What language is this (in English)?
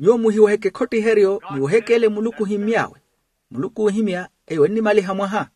Makhuwa